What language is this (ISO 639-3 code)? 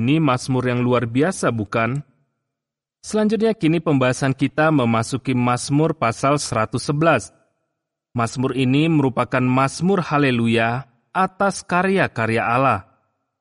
ind